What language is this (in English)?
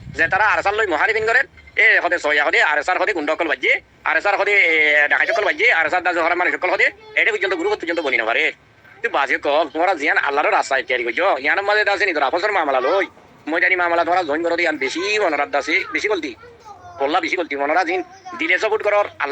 Rohingya